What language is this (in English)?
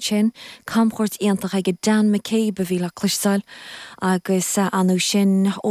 Irish